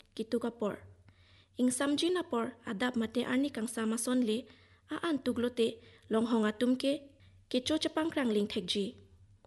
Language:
Karbi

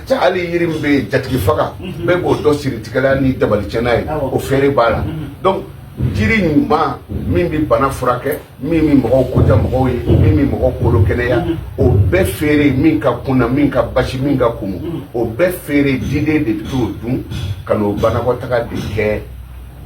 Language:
Bambara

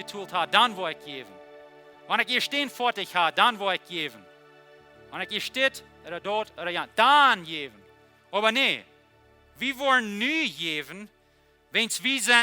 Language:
Plautdietsch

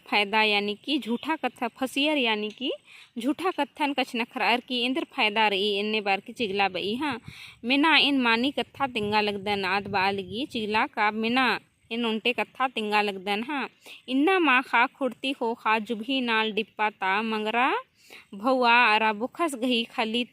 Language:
Kurukh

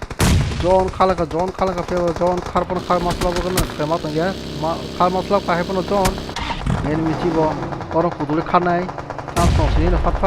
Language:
Kok Borok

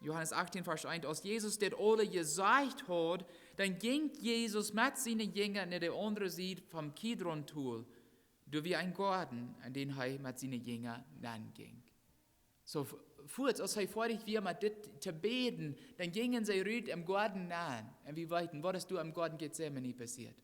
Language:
Plautdietsch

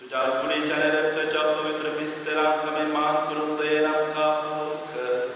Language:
Konkani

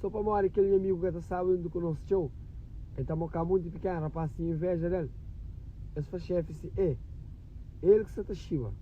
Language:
Kabuverdianu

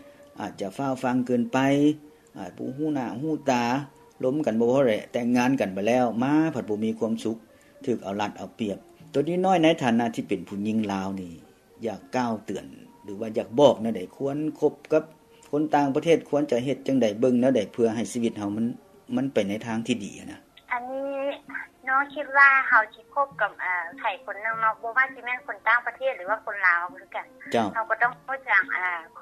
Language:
Lao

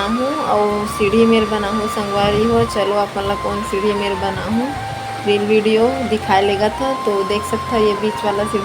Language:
Chhattisgarhi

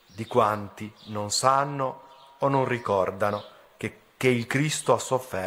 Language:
Italian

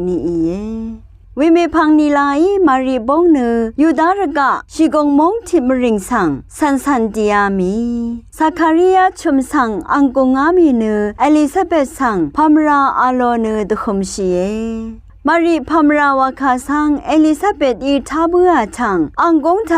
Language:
Rawang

